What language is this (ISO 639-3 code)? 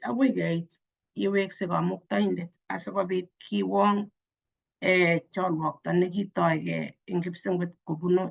kln